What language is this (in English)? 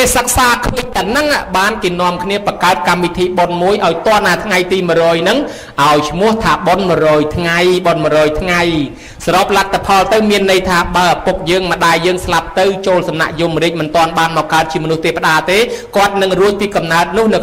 Khmer